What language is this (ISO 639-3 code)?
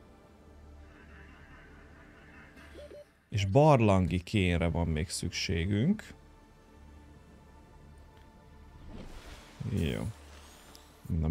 hun